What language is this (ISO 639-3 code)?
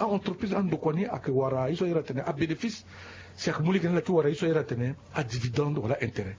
sag